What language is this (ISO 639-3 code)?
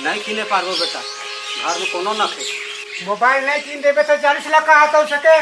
sck